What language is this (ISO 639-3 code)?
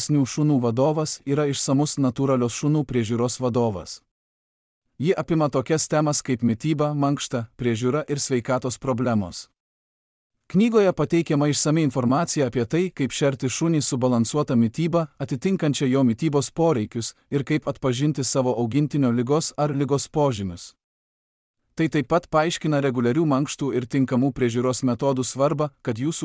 lit